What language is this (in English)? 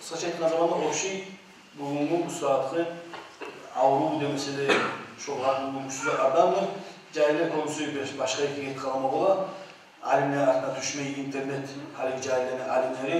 Kumyk